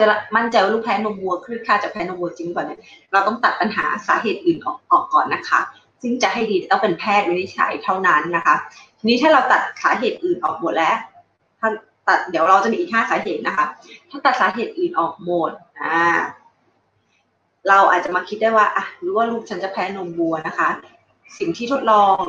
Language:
Thai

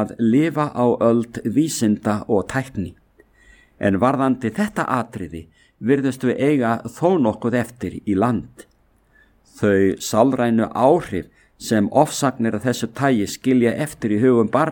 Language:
Icelandic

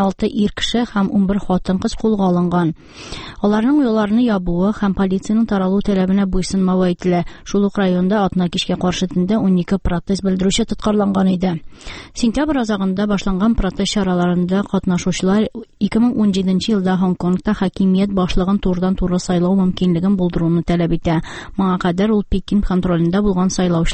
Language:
Tatar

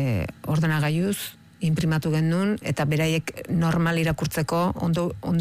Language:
Basque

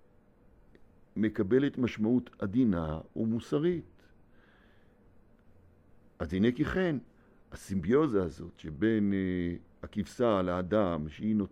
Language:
Hebrew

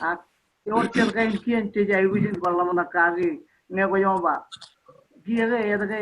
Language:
Marshallese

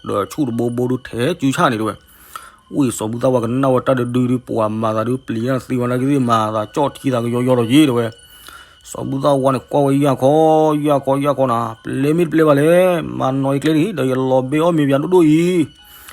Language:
S'gaw Karen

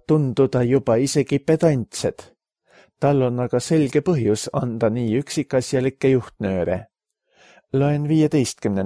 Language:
Estonian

